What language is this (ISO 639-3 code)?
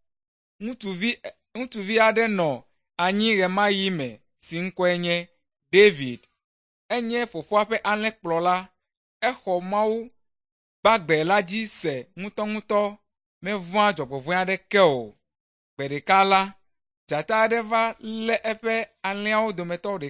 ewe